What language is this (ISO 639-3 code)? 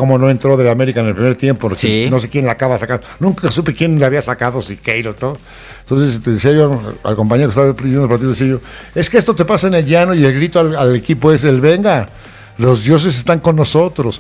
spa